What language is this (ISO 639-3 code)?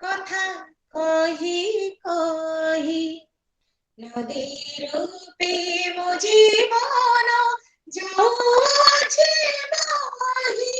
ori